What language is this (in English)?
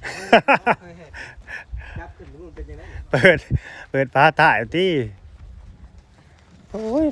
Lao